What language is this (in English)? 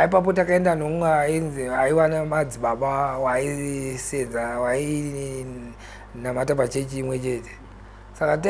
Shona